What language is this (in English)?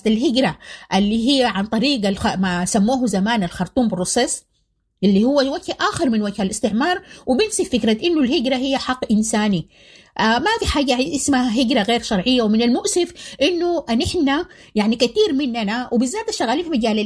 Sudanese Arabic